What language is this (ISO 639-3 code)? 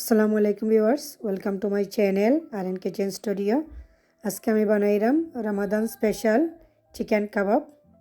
syl